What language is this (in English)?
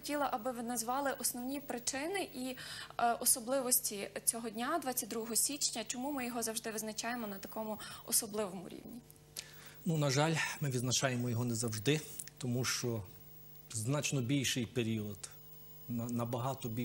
Ukrainian